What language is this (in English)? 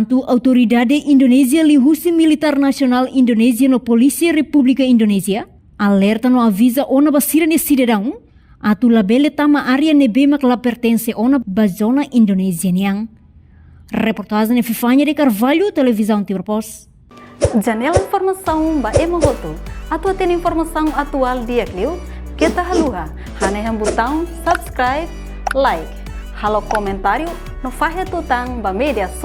Tetum